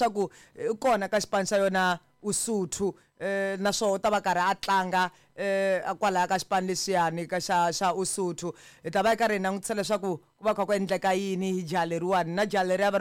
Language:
Tsonga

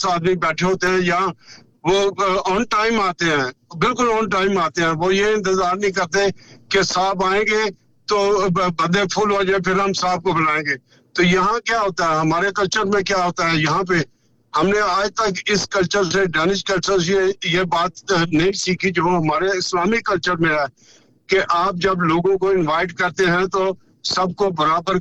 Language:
Urdu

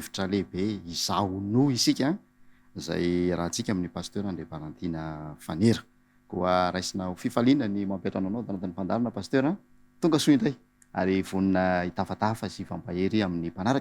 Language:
Malagasy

